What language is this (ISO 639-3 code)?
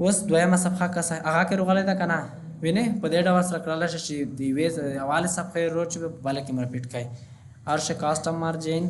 pus